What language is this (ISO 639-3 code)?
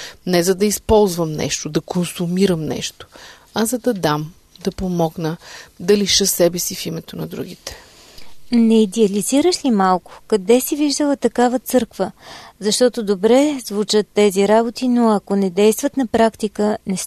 bul